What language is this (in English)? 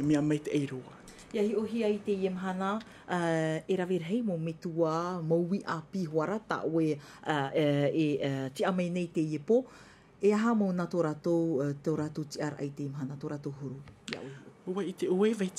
Tahitian